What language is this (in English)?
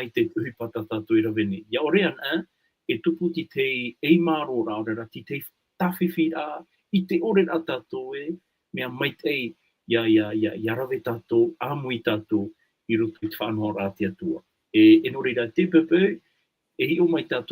Tahitian